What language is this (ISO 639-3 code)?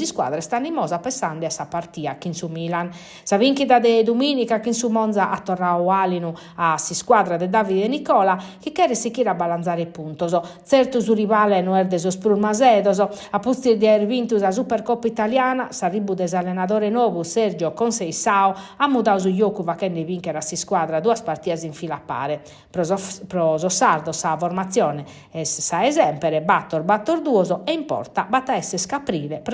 srd